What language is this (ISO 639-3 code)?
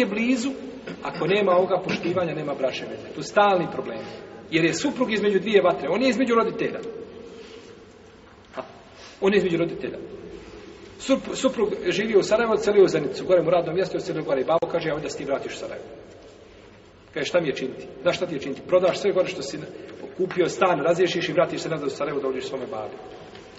bos